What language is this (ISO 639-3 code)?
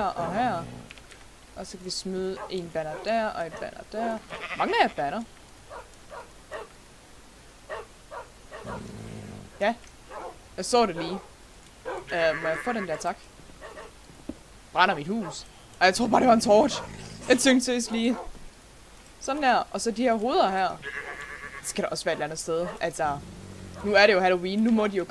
dan